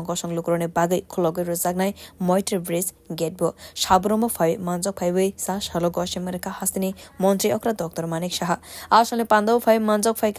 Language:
Kok Borok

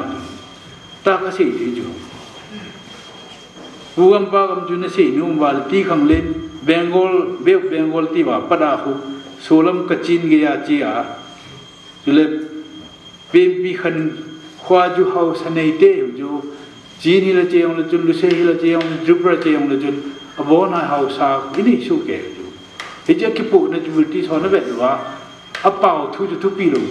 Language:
Thai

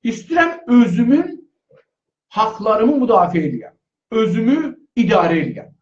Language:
South Azerbaijani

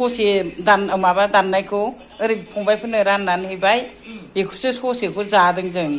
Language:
Bodo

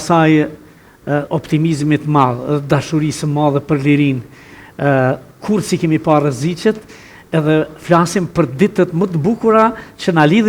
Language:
Albanian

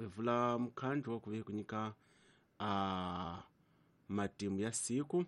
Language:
Tsonga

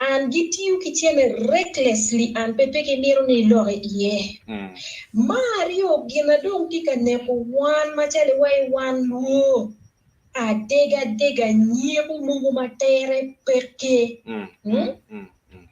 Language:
Acoli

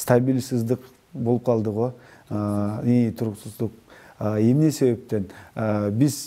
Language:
Kyrgyz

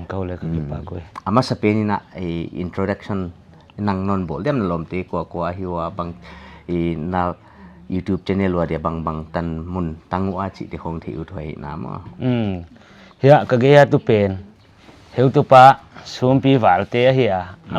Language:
Paite Chin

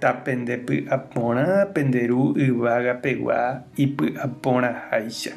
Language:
Guarani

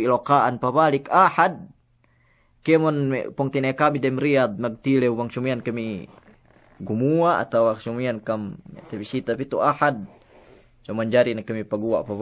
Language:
Yakan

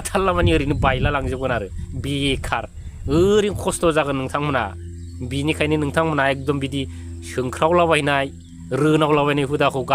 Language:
Bodo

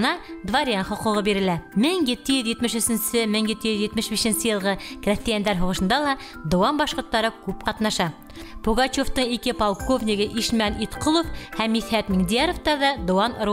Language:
Bashkir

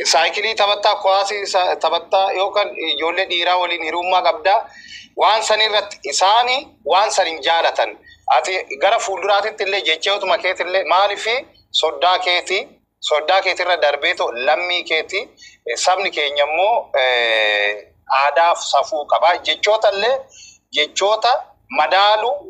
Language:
Oromo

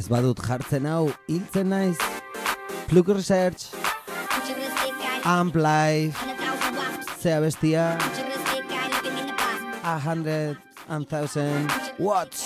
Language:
Basque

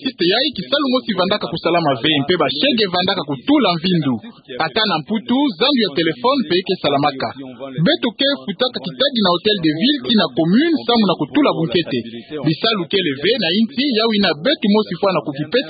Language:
Kituba (Democratic Republic of Congo)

